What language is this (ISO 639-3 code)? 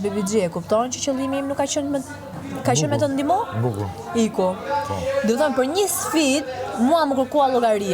sqi